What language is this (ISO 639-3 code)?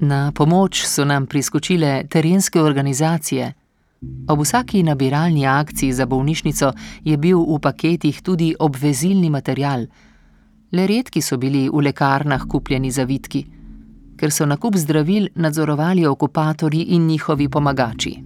slv